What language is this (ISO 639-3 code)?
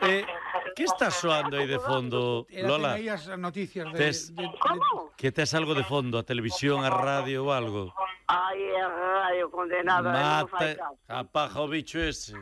glg